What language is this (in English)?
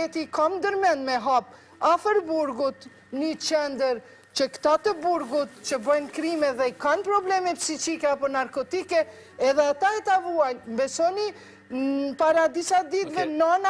Albanian